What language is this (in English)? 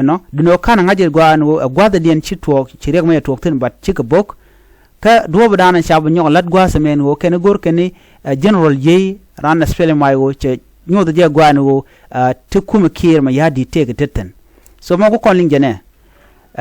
Nuer